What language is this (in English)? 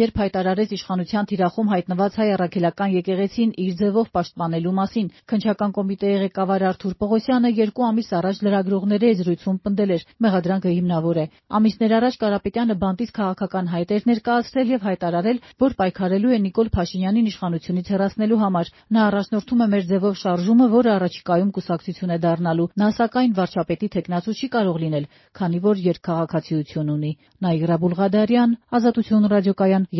Armenian